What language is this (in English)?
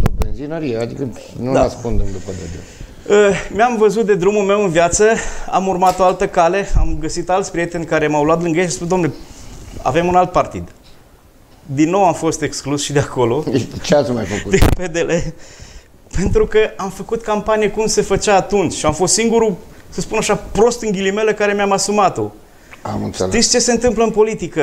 Romanian